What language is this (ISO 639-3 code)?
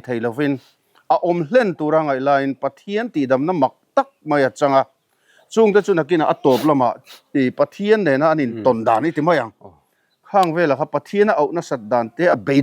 lus